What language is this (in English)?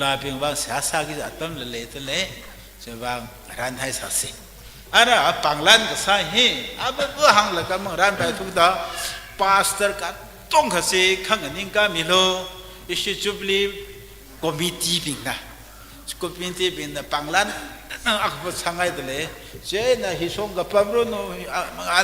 Tangkhul Naga (India)